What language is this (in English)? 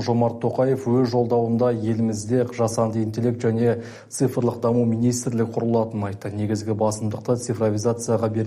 Kazakh